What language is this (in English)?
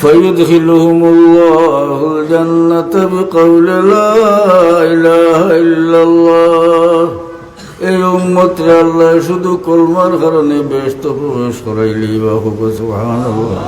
Sylheti